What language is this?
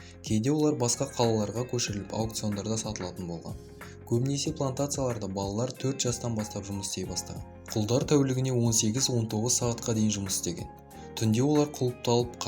Kazakh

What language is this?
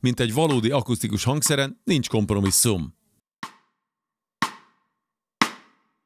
Hungarian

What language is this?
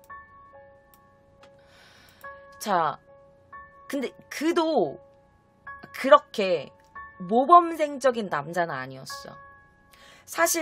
Korean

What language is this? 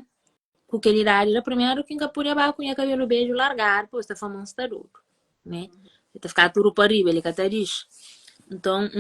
Kabuverdianu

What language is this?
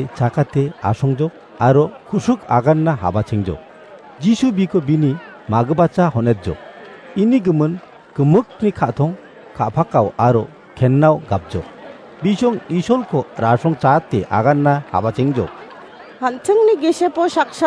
Garo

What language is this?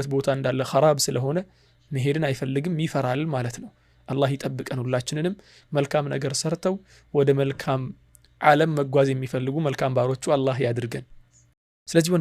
Amharic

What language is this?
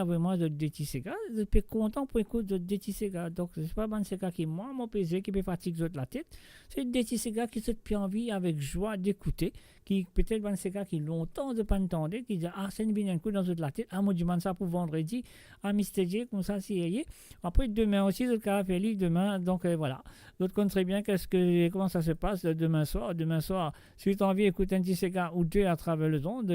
Morisyen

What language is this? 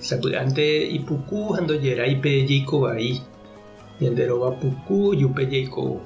Guarani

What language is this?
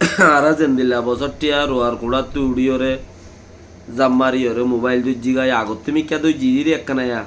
Rohingya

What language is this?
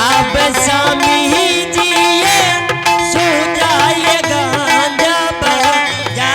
Angika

